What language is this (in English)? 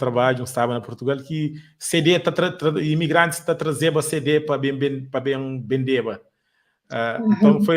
Kabuverdianu